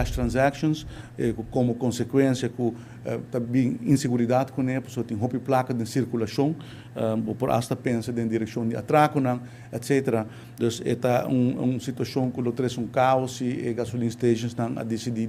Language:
Papiamento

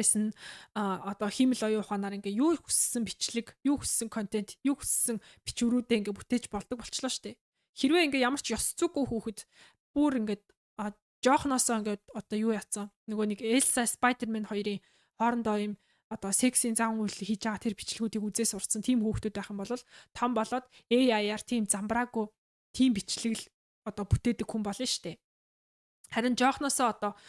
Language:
Mongolian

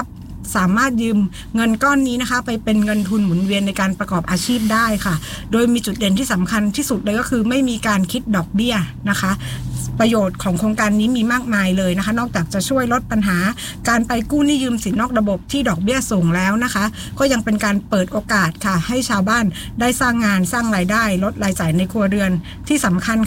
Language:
Thai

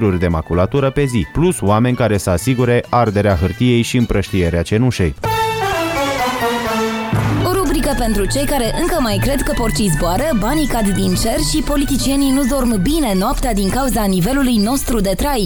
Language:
Romanian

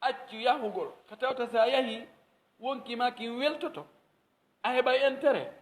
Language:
Pular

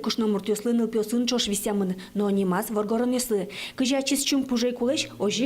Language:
Udmurt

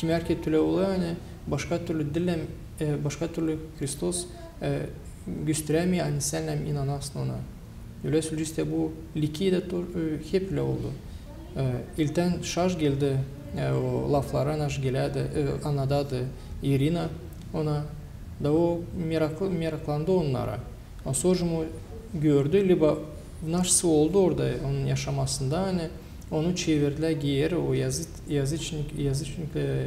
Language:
Gagauz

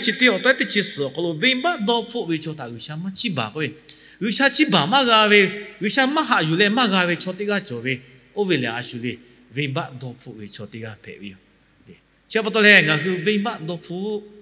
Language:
Lahu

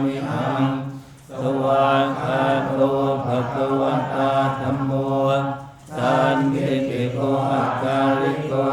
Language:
Pali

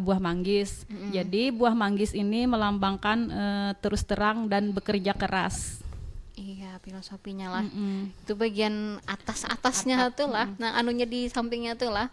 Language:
Banjar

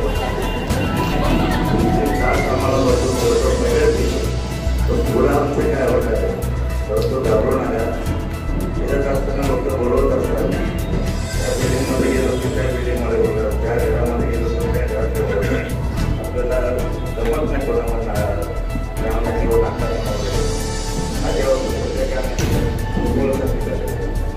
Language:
Marathi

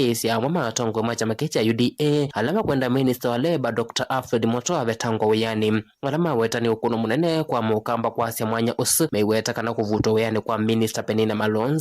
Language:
Kamba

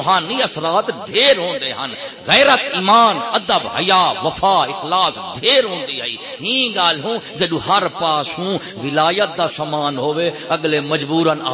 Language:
Saraiki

